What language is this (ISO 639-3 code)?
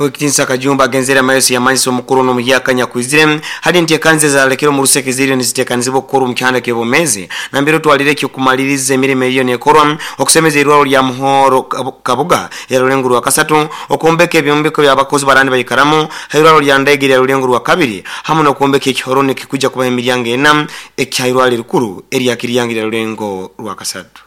nyo